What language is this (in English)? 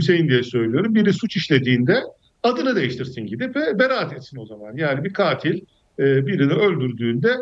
Turkish